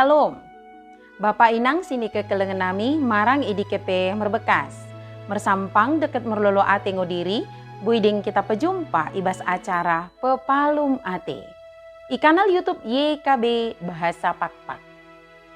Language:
Batak Dairi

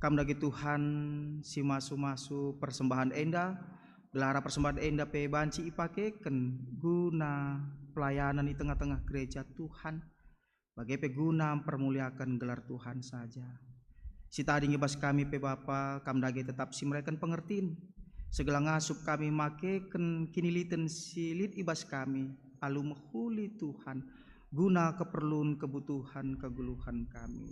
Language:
Batak Karo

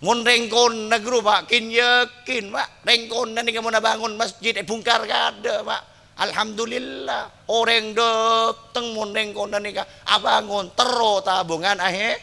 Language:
Madurese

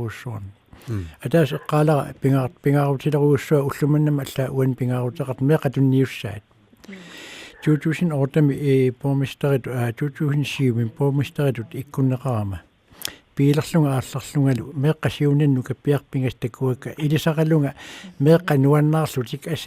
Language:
Kalaallisut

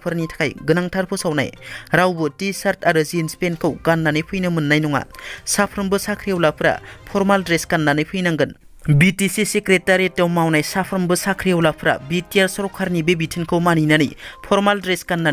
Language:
Bodo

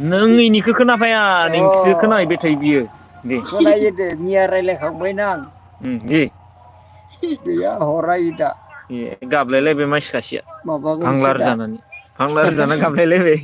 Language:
Bodo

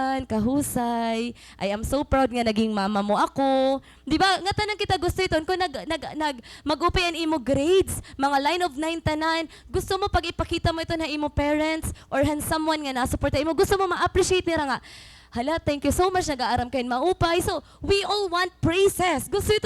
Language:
Waray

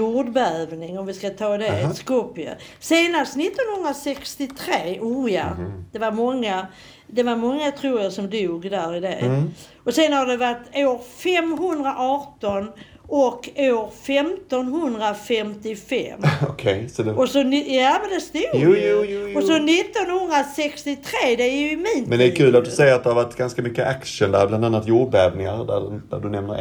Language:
Swedish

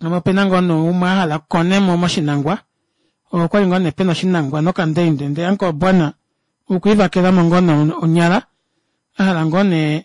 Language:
Kuanyama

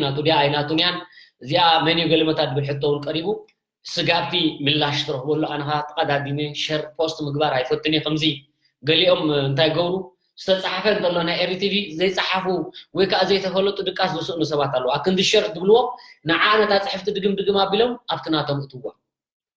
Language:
Tigrinya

